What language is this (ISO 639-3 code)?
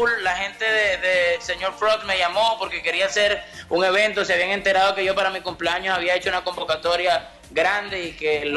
spa